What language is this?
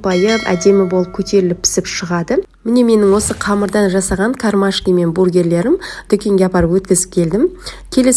Kazakh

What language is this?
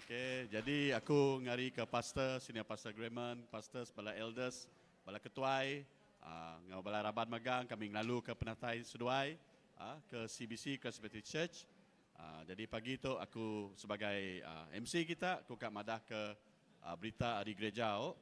Iban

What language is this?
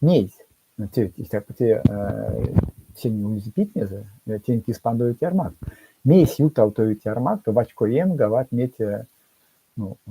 Erzya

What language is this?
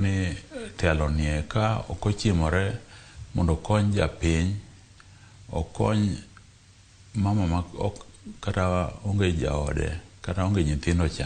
Luo (Kenya and Tanzania)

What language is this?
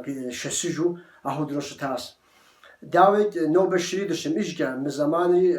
Kabardian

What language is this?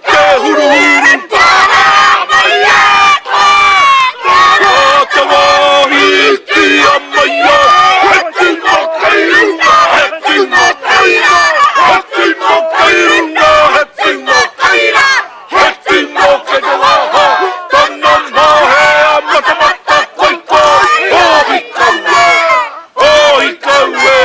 Māori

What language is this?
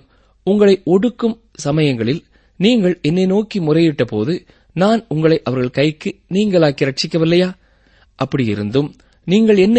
Tamil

